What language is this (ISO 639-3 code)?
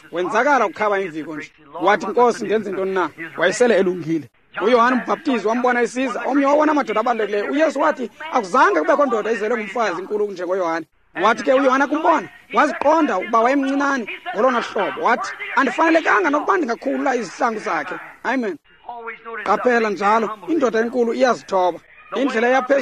xho